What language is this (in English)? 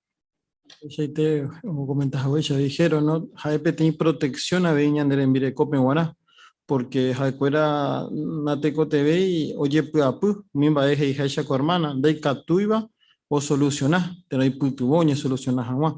Guarani